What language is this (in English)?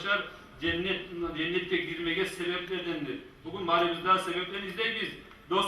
Kumyk